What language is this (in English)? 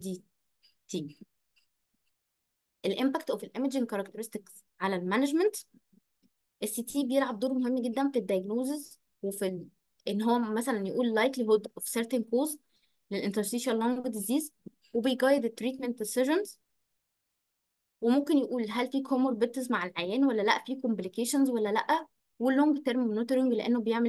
Egyptian Arabic